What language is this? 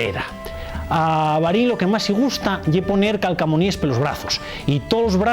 Asturian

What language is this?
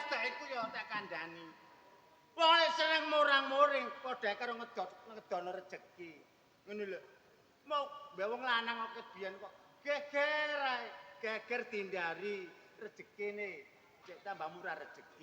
Javanese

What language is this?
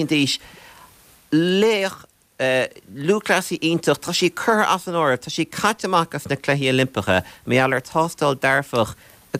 Irish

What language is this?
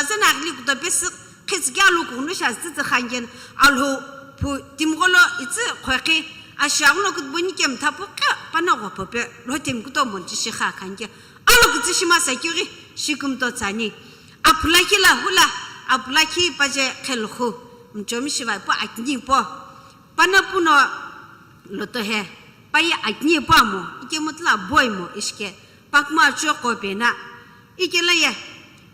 Sumi Naga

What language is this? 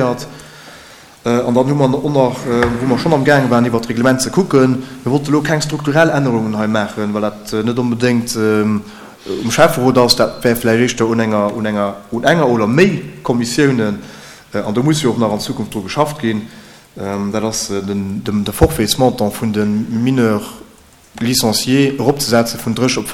Luxembourgish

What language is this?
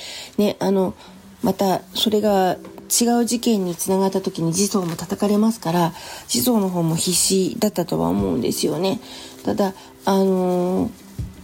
Japanese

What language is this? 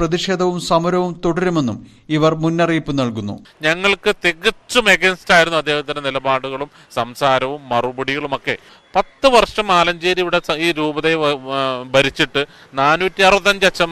Malayalam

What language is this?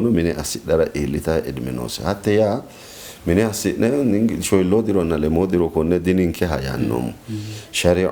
Sidamo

